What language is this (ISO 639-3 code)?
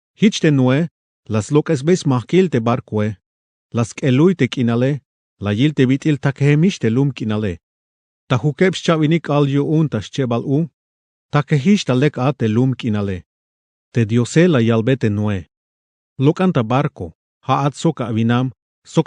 tzh